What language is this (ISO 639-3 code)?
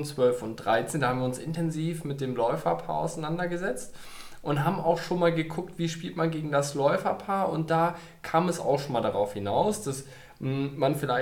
deu